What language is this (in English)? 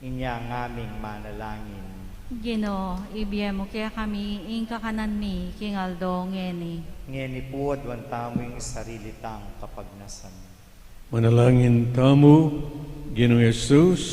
Pampanga